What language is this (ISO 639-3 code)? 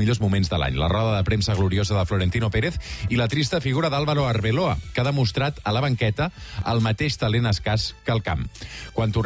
cat